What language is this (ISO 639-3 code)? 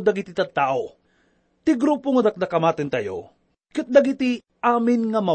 ilo